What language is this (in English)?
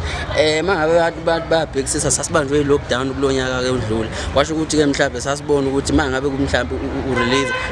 Zulu